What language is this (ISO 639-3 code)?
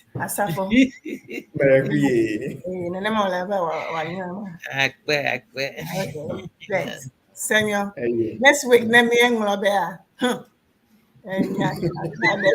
ewe